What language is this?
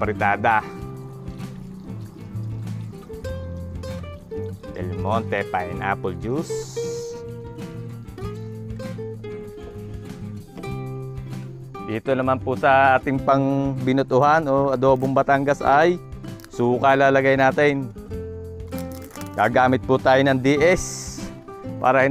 Filipino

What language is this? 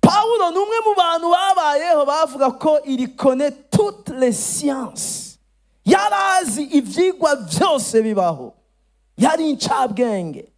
Rundi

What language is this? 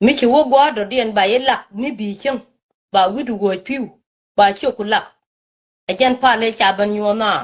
Nuer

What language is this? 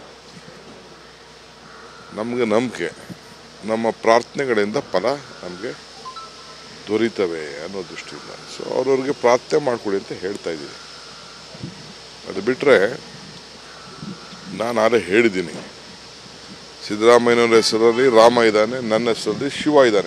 Kannada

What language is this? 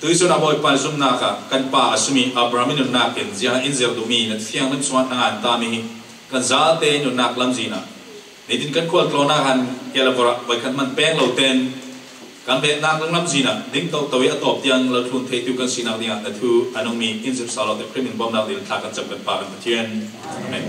Falam Chin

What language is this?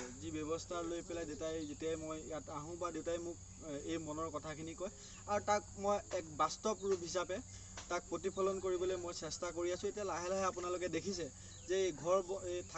Assamese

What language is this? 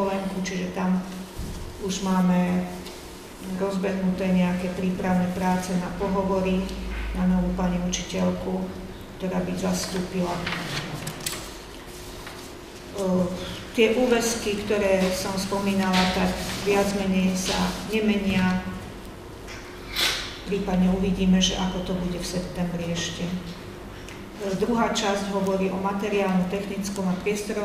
Slovak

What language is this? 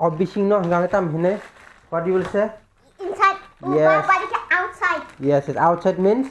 Kok Borok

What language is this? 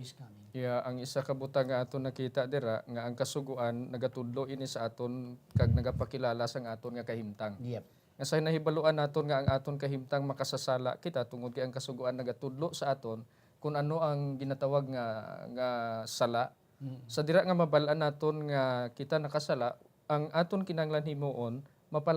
Hiligaynon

